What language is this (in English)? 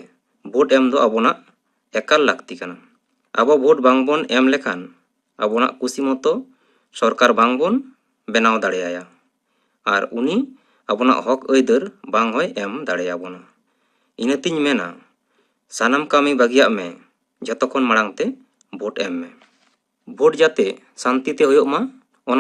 Santali